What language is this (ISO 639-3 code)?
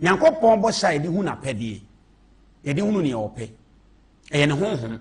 aka